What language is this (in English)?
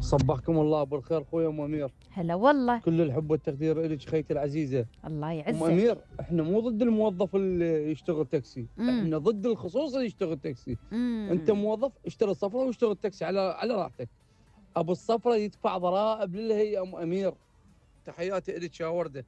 Mesopotamian Arabic